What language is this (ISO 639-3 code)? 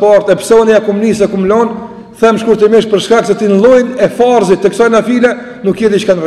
sqi